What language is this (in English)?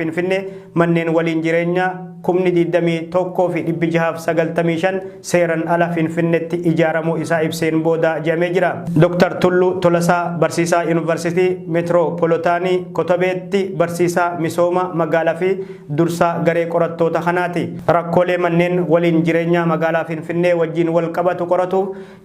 Oromo